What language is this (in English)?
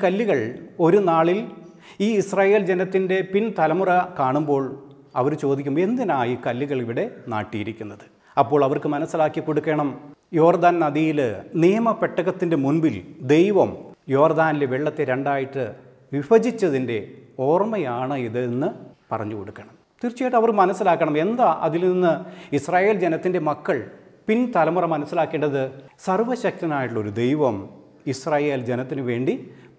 Malayalam